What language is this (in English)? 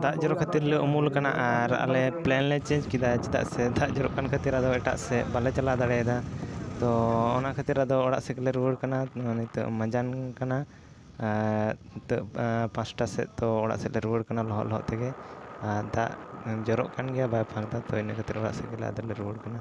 Santali